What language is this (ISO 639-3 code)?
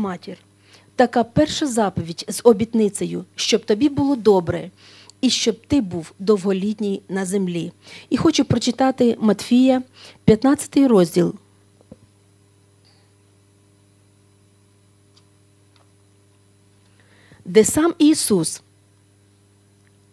ukr